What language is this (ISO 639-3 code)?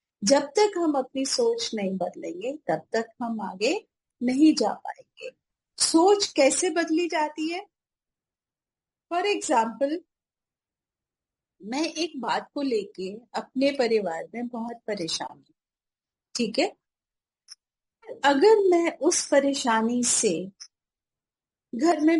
hin